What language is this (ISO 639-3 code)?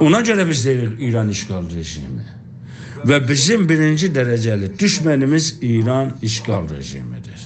azb